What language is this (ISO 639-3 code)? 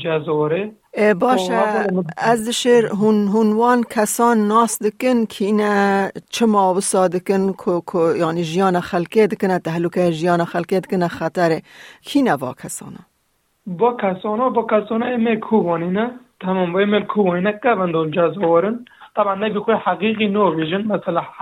kur